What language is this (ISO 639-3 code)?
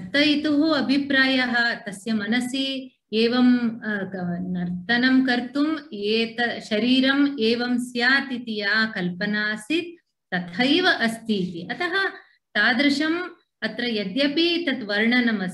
san